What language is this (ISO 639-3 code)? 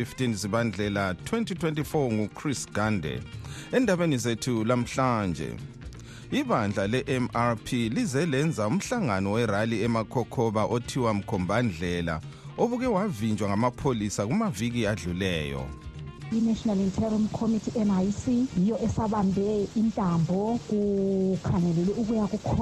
nde